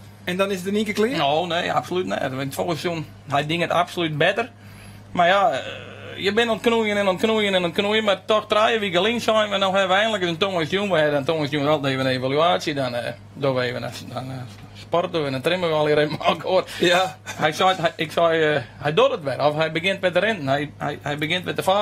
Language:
Western Frisian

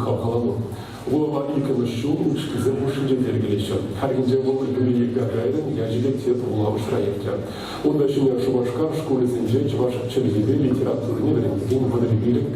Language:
Chuvash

